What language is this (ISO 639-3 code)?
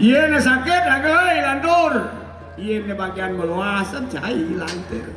ban